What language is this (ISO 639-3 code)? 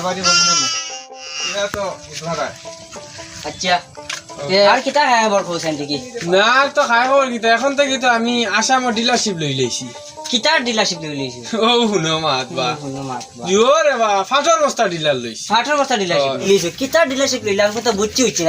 syl